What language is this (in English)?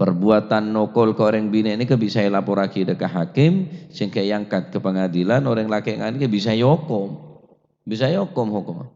Madurese